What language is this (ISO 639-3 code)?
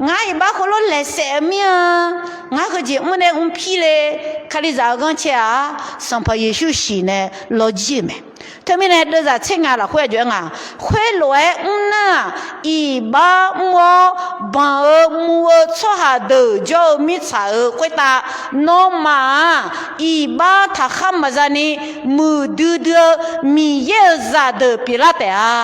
ahk